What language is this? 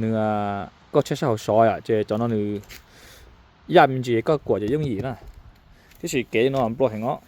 Hmong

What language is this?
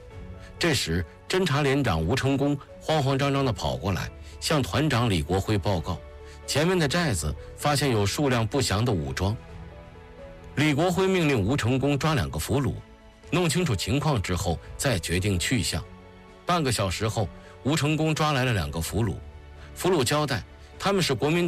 Chinese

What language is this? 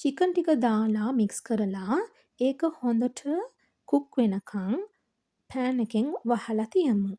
Sinhala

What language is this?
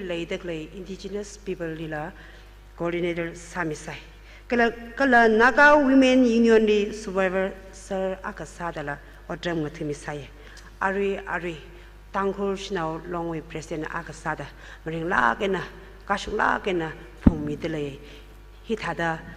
Tangkhul Naga (India)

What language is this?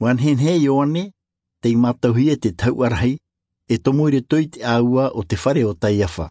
Tahitian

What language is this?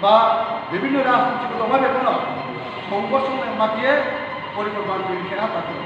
Riang (India)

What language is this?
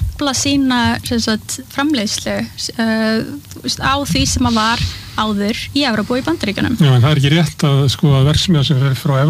Icelandic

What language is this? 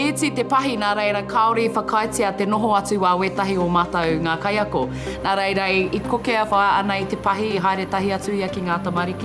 Māori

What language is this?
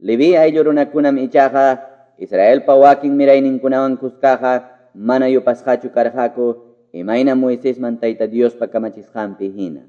Quechua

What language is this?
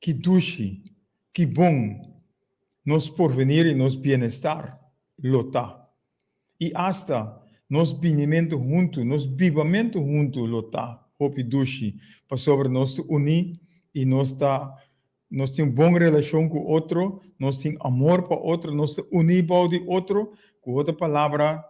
Papiamento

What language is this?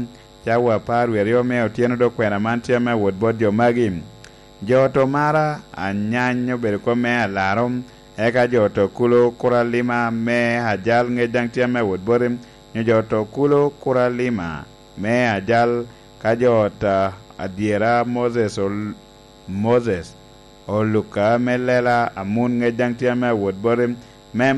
Lango (Uganda)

